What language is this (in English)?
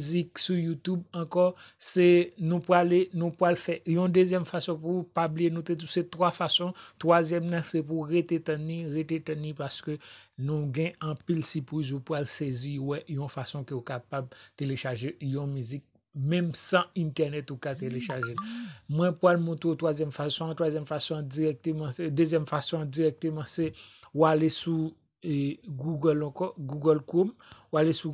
Haitian Creole